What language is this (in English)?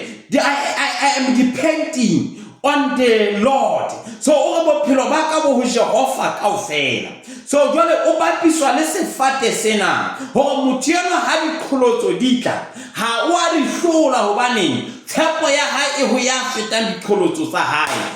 Southern Sotho